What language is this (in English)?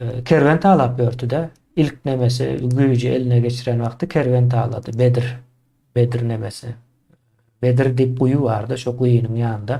Turkmen